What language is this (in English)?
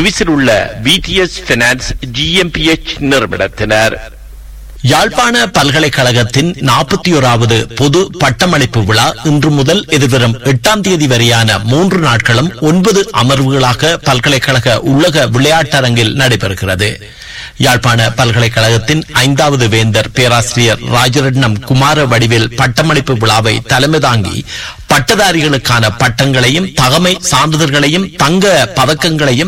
Tamil